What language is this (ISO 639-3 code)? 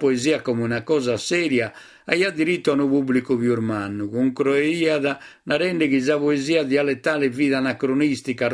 srd